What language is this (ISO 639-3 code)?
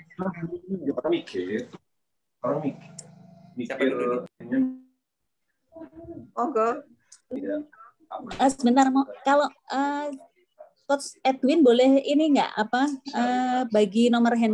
ind